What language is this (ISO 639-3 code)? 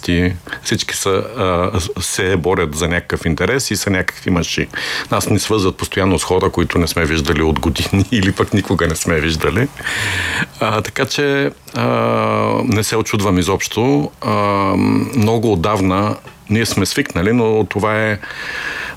bul